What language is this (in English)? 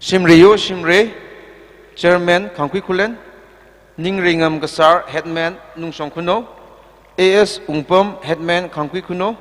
Tangkhul Naga (India)